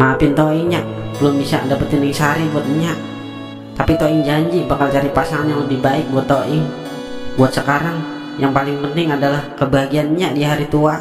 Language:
Betawi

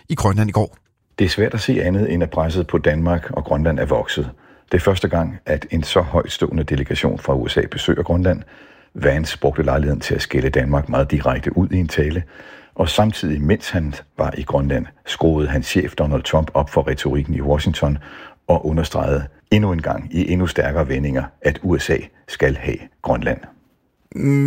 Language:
Danish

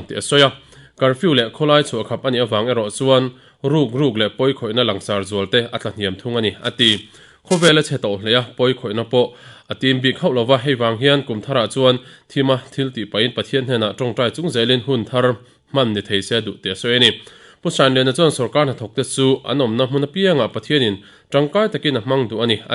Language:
Mizo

